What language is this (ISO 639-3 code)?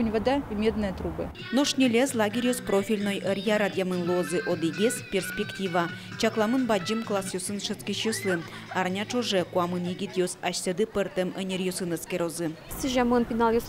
udm